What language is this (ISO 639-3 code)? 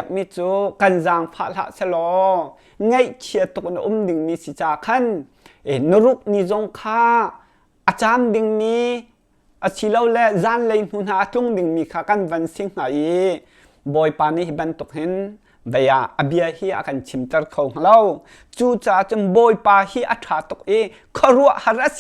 cnh